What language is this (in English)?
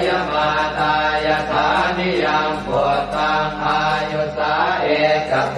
Pali